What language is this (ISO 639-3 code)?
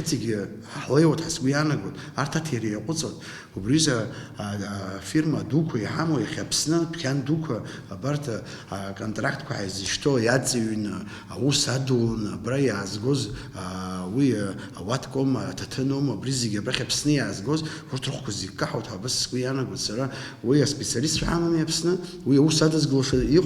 abk